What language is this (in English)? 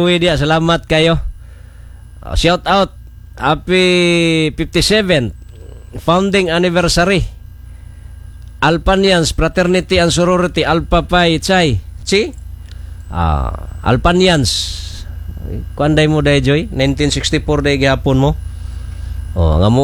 Cebuano